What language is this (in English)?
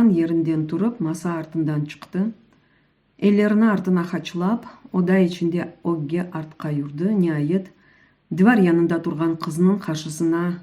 Crimean Tatar